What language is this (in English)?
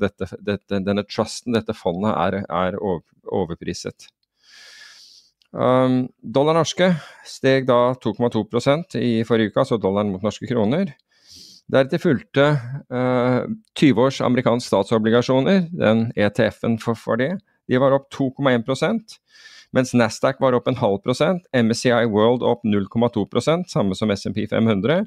Norwegian